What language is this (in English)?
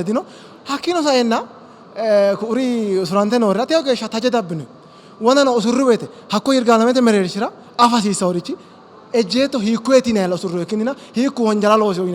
Sidamo